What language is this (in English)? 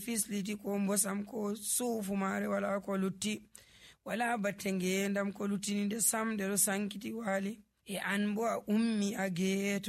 Nigerian Fulfulde